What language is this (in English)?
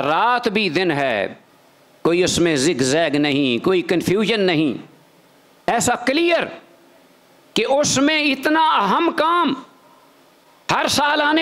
Urdu